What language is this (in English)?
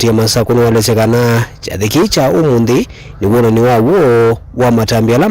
Kamba